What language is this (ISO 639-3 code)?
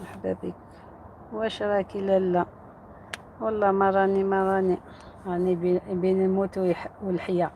arq